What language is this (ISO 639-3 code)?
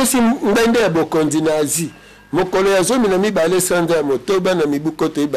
lin